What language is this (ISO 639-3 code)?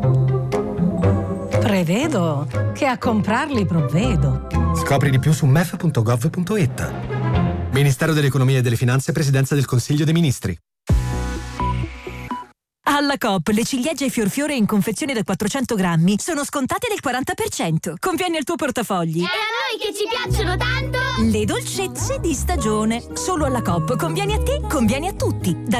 ita